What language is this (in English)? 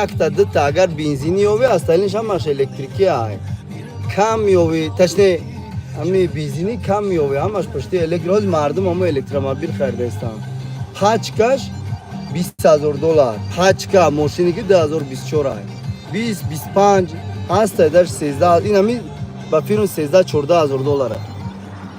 Tajik